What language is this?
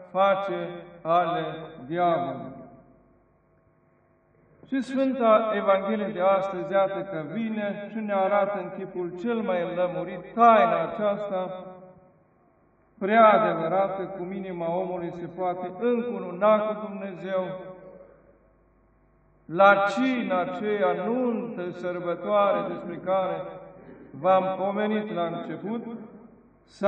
Romanian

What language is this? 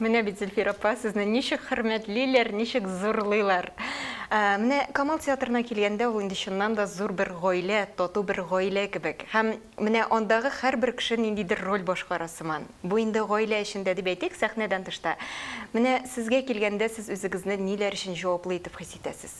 Tatar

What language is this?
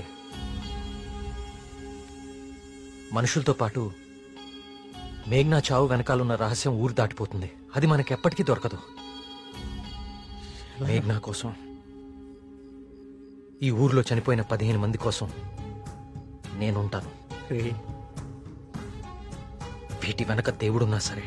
Telugu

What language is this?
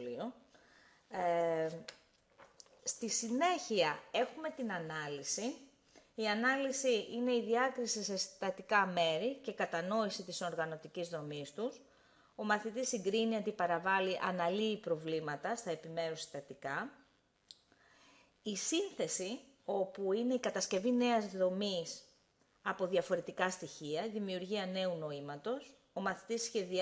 Greek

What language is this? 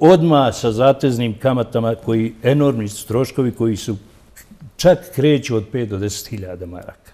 Bosnian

